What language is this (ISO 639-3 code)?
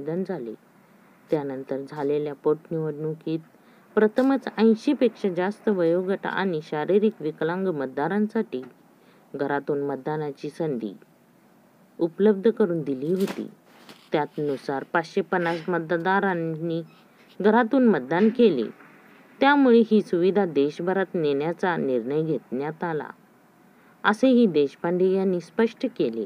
mar